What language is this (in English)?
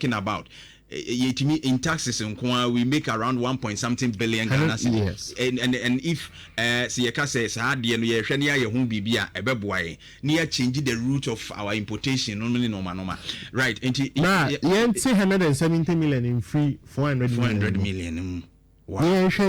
Akan